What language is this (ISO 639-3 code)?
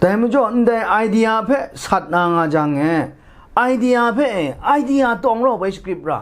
kac